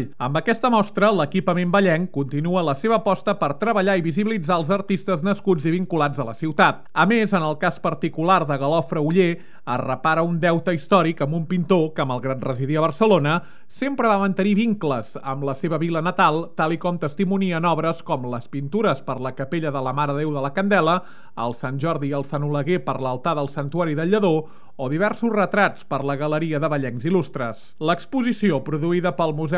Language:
Catalan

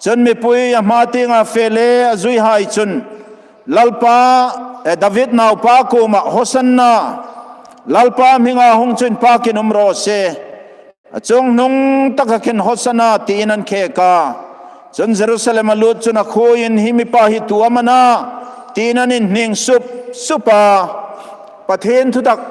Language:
Hmar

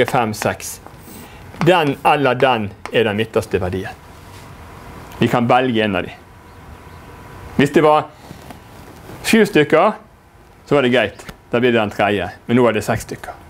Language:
Norwegian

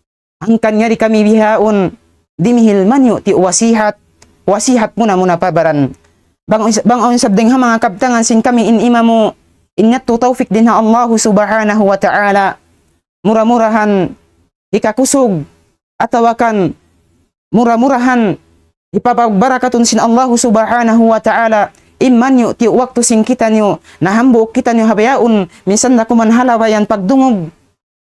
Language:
Tausug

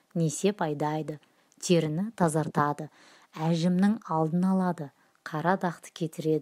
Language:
Kazakh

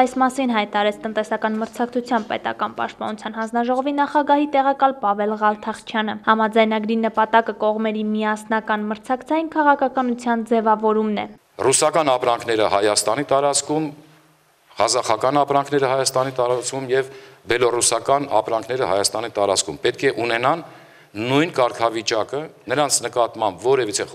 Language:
Armenian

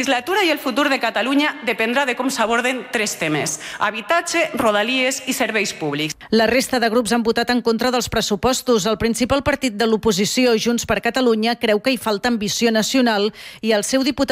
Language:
Catalan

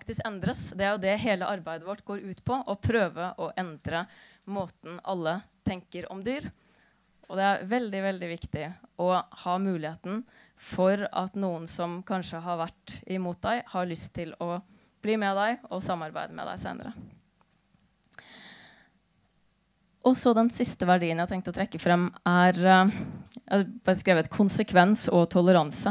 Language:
Norwegian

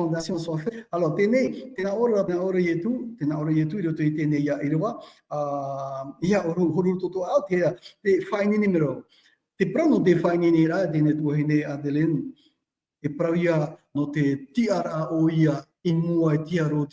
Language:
Tahitian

